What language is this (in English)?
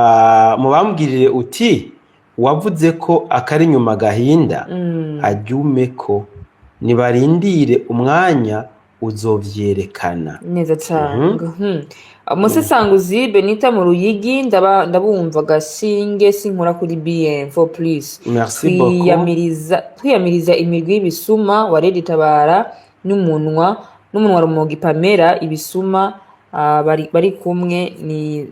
Rundi